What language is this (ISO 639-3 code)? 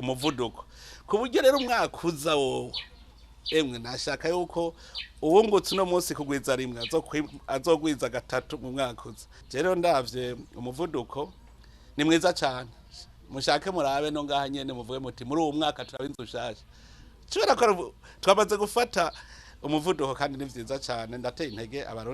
run